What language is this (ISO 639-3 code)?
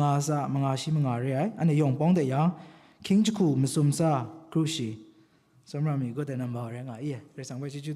kac